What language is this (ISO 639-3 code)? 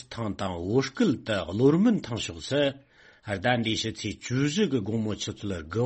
bod